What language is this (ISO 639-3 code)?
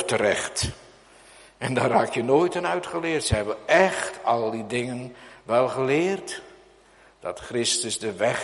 nld